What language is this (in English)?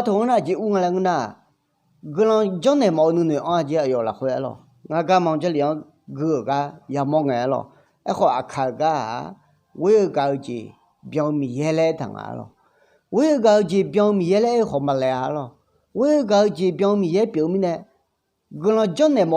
Akha